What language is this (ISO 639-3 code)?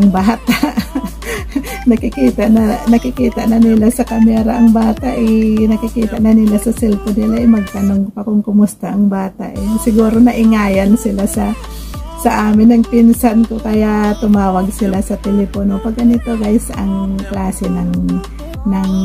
fil